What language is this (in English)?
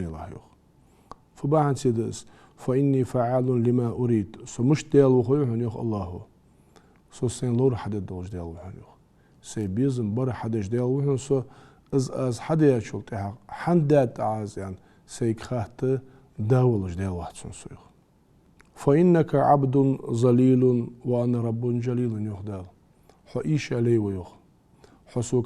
Ingush